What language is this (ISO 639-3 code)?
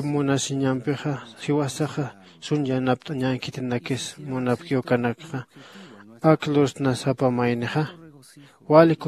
aym